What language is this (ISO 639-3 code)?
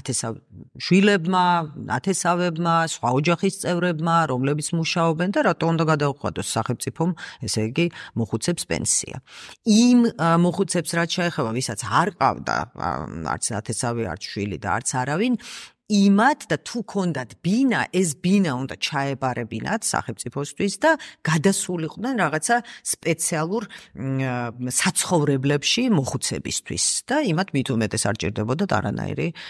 kat